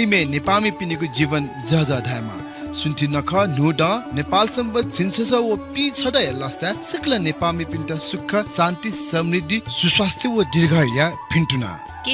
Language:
Newari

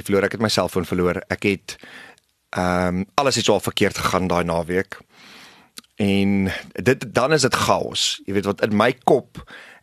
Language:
Afrikaans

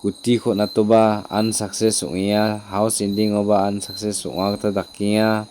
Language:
Garo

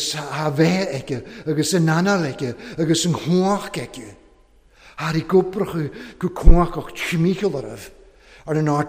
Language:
Welsh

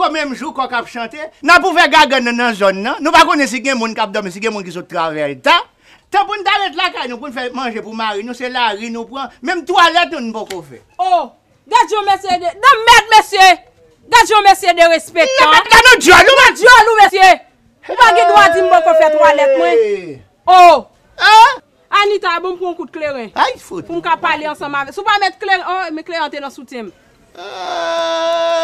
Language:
Haitian Creole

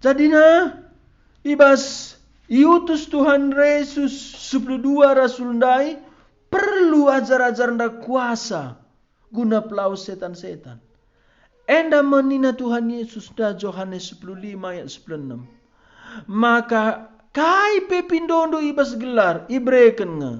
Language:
Batak Karo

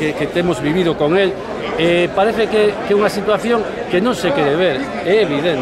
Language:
Galician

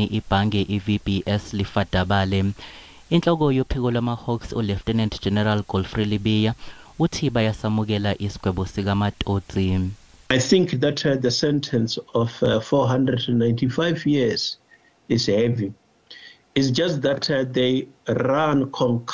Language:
Zulu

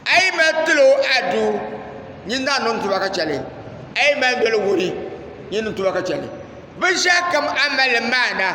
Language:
Dagbani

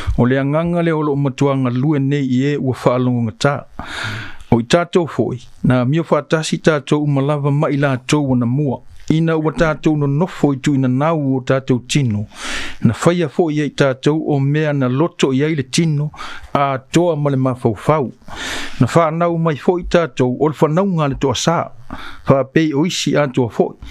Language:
Samoan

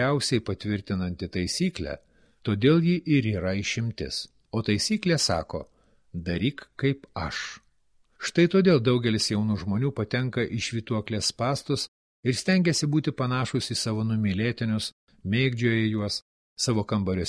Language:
Lithuanian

